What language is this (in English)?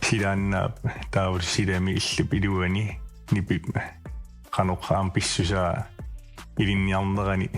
Kalaallisut